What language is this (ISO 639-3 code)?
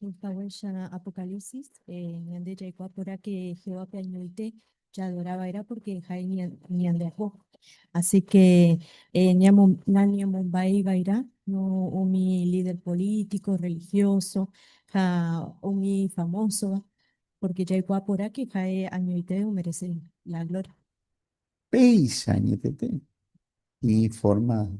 grn